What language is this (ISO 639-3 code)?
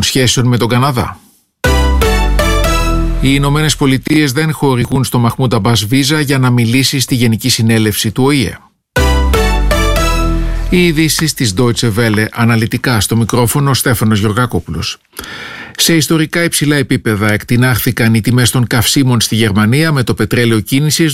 ell